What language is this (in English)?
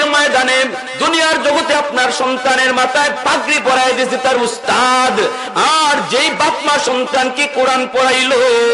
Bangla